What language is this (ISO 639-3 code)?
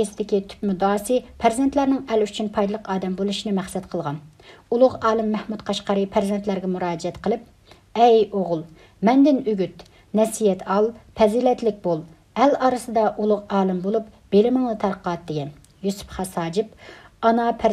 uig